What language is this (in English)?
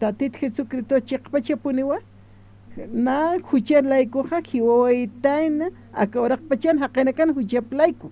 Aymara